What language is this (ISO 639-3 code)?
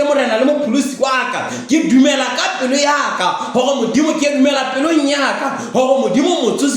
sot